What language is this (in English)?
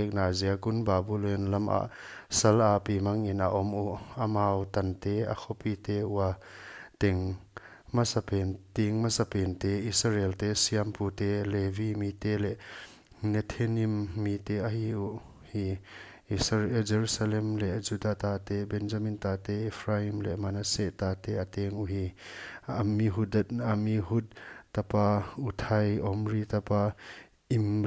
Paite Chin